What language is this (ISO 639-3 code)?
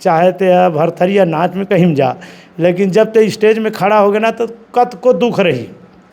hne